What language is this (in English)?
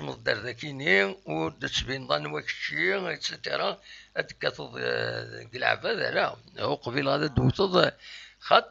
Kabyle